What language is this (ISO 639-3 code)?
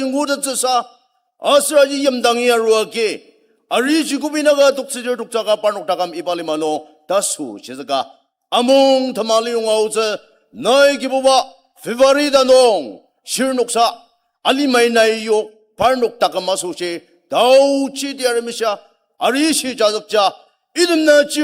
njo